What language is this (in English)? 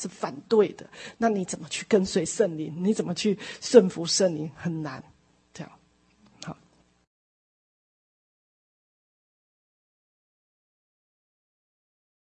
Chinese